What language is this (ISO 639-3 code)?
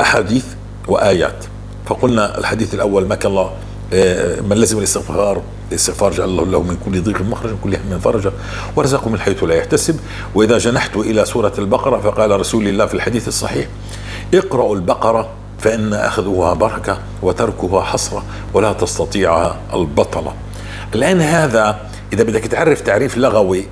apc